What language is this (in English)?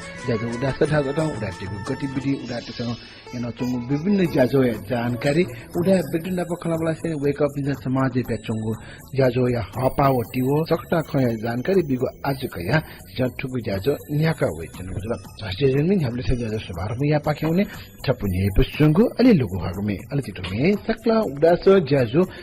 Newari